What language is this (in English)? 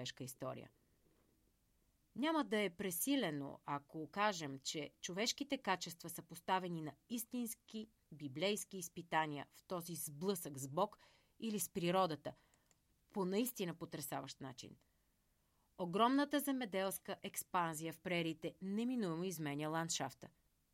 Bulgarian